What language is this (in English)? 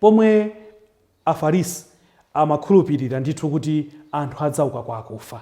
Nyanja